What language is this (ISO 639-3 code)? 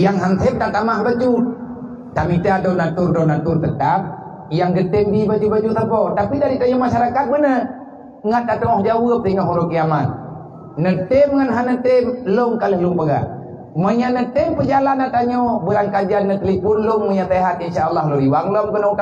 ace